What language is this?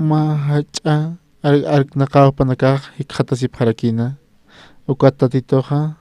Aymara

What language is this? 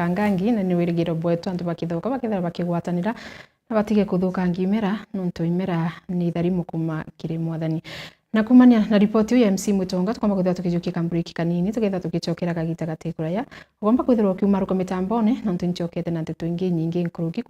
Meru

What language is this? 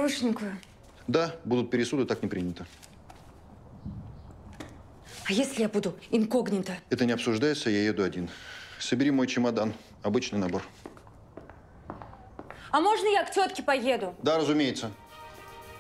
Russian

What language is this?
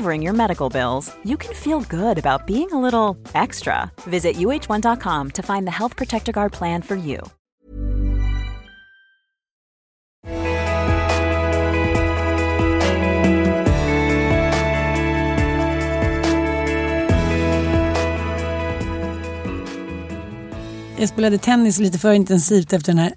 Swedish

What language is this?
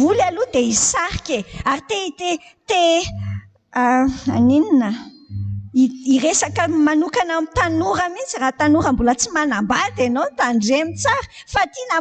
Malagasy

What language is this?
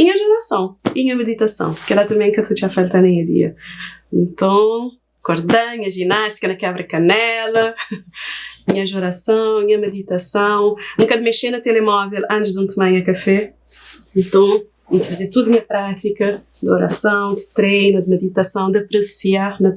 Kabuverdianu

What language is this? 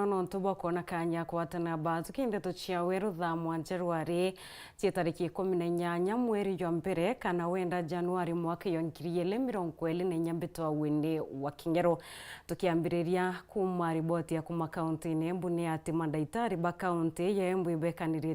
Meru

